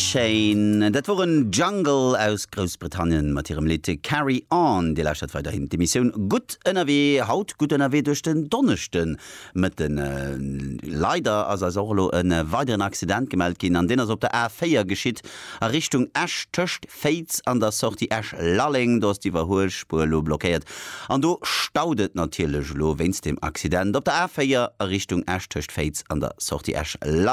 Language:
Luxembourgish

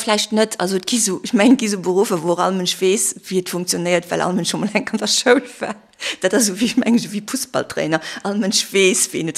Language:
Luxembourgish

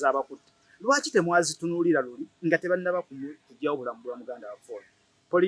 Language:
Ganda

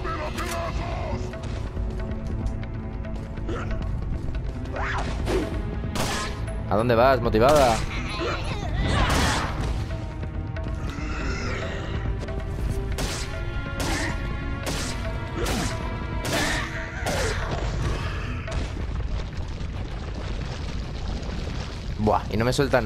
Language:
Spanish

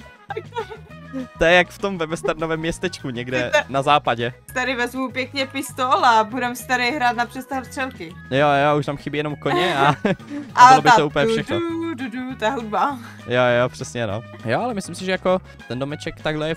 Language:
Czech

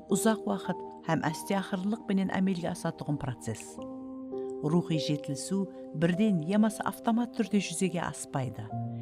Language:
Kara-Kalpak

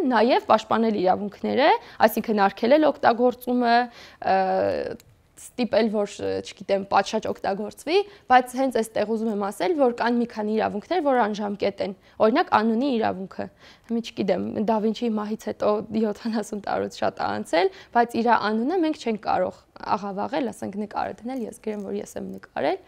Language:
Armenian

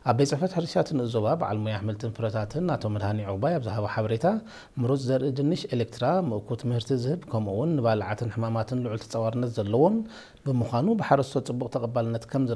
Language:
Tigrinya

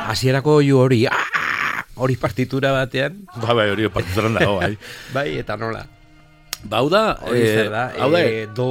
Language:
Basque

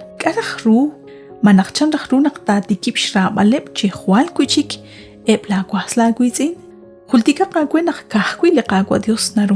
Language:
Kekchí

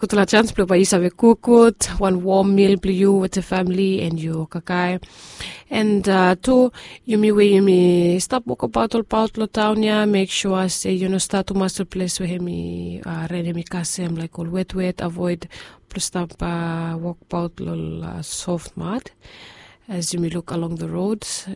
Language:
Bislama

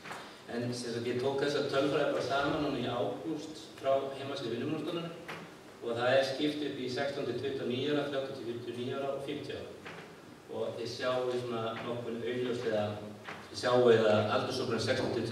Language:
Icelandic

